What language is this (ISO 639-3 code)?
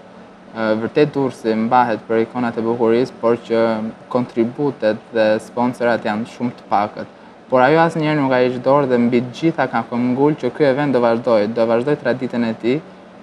sqi